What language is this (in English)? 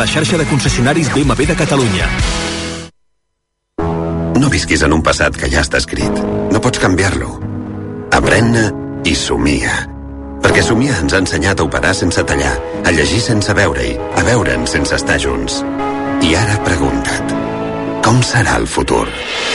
Catalan